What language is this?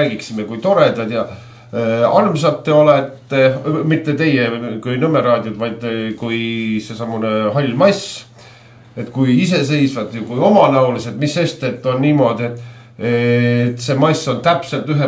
Estonian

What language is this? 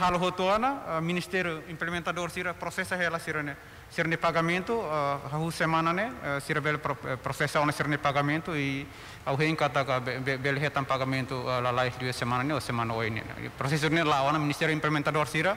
Tetum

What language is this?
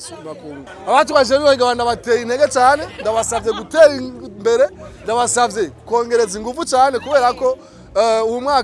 Rundi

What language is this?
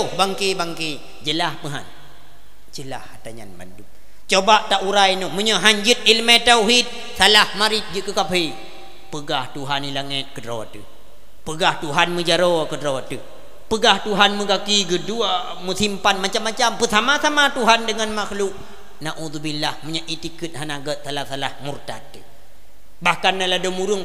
Achinese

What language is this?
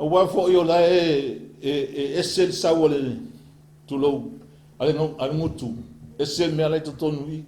Samoan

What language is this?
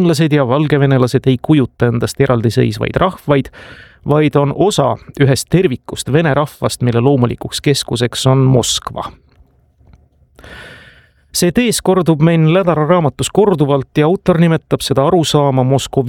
Estonian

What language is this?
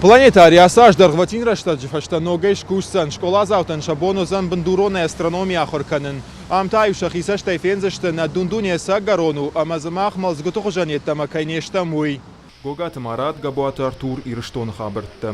Ossetic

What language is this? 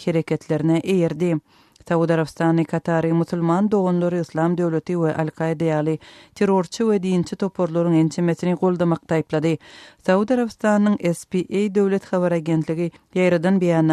Turkmen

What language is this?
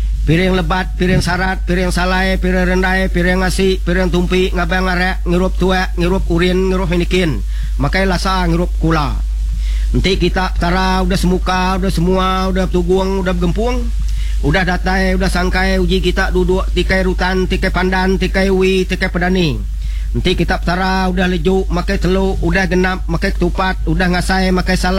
Iban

